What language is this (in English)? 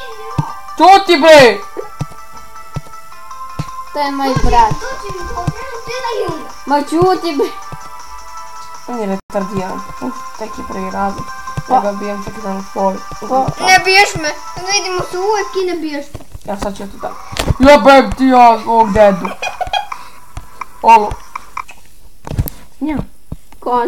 Bosnian